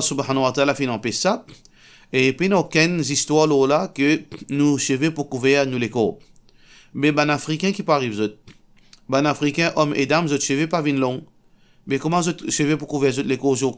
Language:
Morisyen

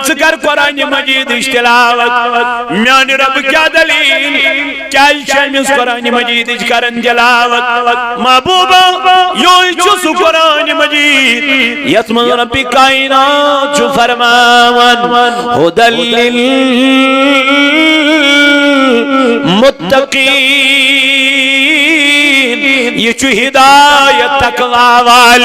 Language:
Kashmiri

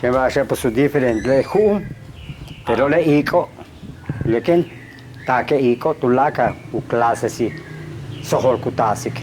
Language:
Yucateco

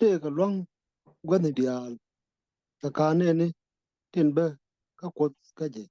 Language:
Nuer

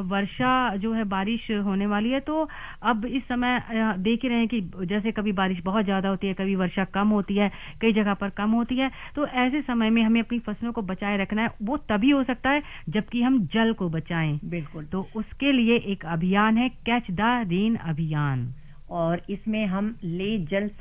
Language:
Hindi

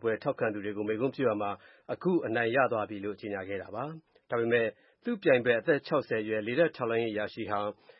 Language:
Burmese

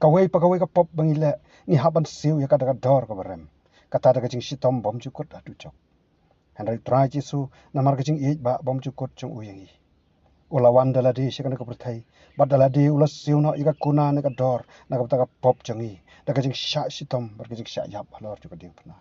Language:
Khasi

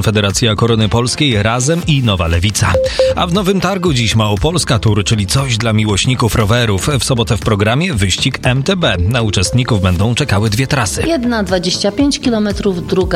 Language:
Polish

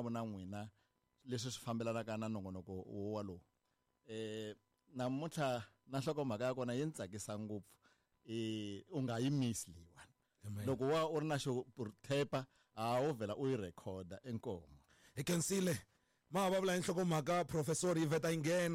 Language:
Tsonga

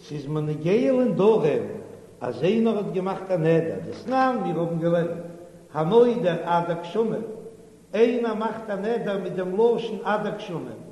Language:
Yiddish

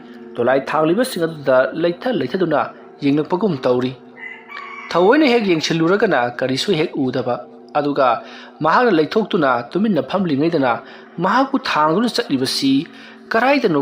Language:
Manipuri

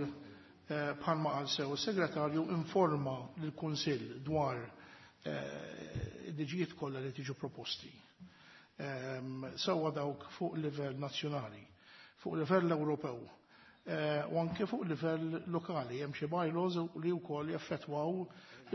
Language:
Maltese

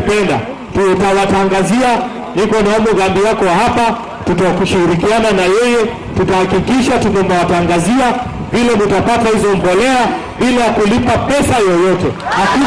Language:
Gusii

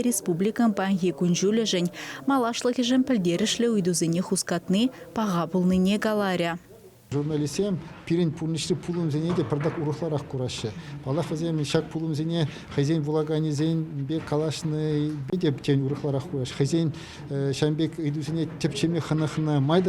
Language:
Chuvash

